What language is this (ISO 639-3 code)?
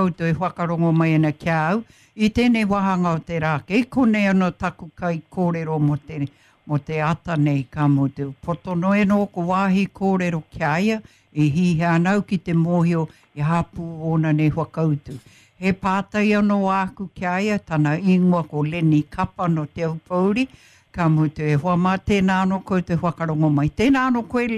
mri